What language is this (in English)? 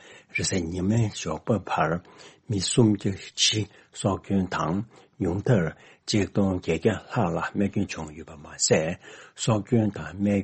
Tibetan